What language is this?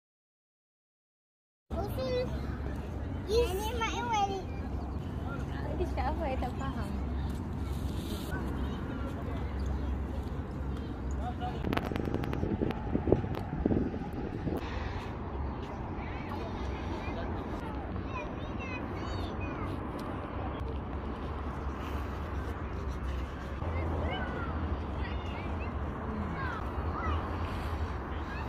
Malay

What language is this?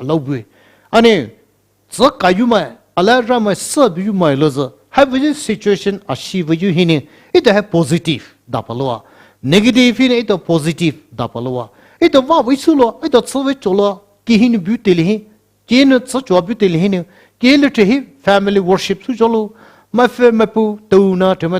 Poumei Naga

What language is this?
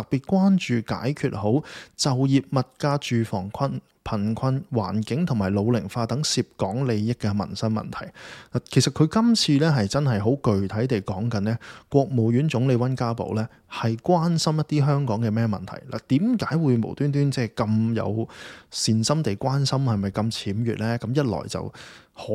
Cantonese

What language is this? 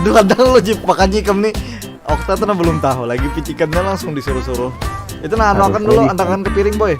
Banjar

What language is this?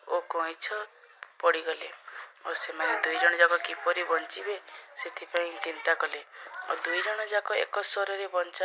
Odia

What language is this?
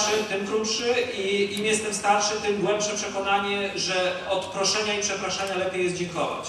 Polish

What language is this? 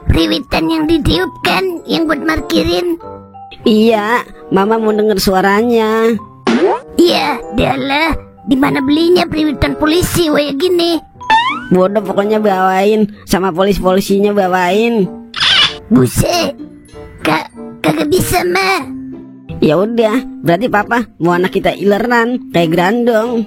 Betawi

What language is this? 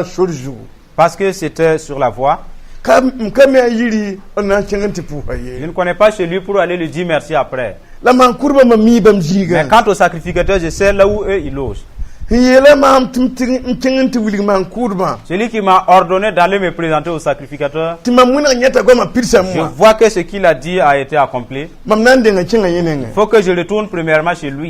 Mossi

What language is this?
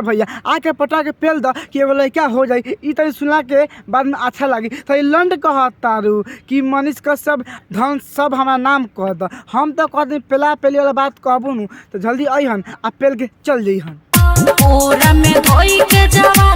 Bhojpuri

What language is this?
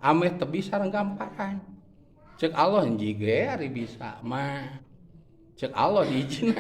Sundanese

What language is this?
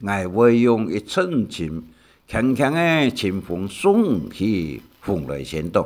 Hakka Chinese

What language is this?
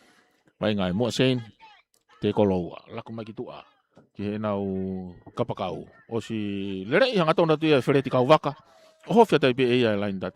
Tongan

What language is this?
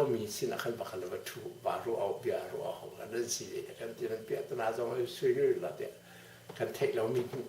Hakha Chin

